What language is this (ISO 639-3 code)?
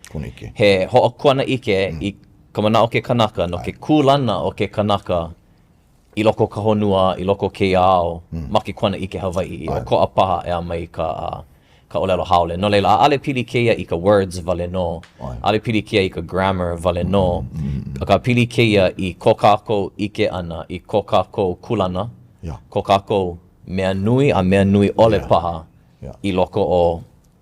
haw